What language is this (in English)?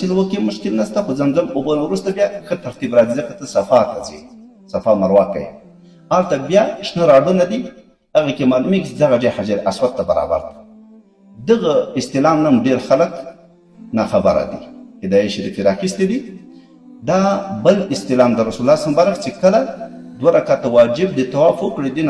Pashto